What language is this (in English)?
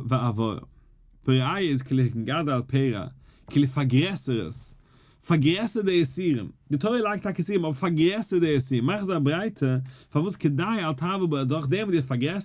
Yiddish